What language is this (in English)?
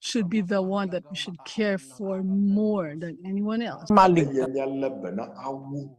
Ewe